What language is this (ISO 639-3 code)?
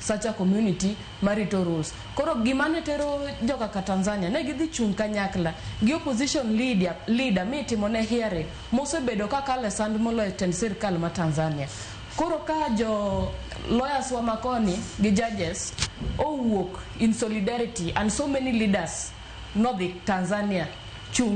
luo